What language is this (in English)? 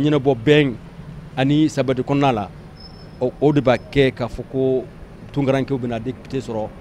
Bambara